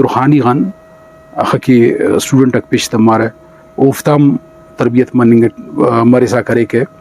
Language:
Brahui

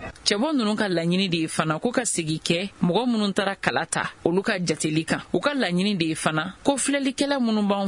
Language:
Bambara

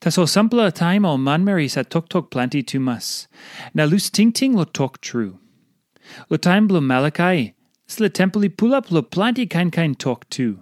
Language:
Tok Pisin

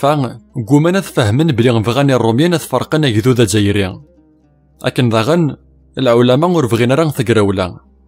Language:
Kabyle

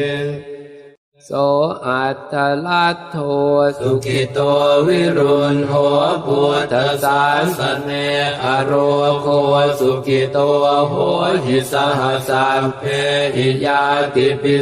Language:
Pali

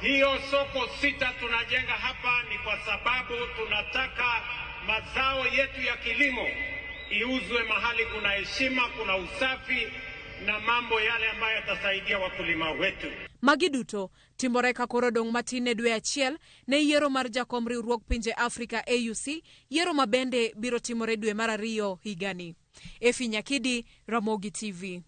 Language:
Luo (Kenya and Tanzania)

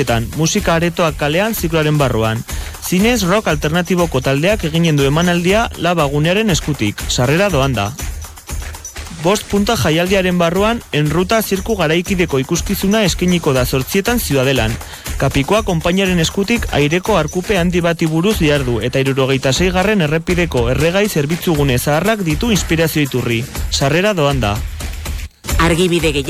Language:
Basque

